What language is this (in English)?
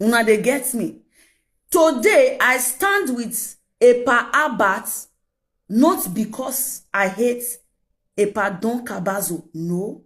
Nigerian Pidgin